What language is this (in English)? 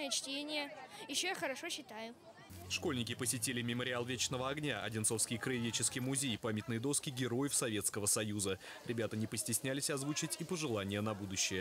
Russian